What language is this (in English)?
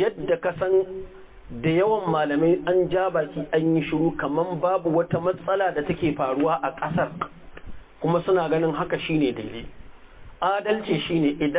Hausa